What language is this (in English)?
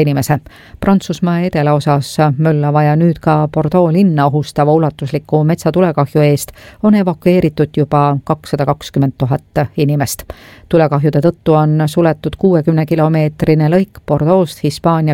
Estonian